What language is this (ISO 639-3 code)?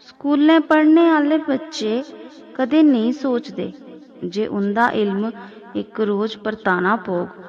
doi